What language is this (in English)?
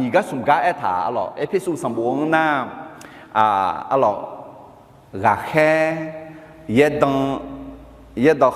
Akha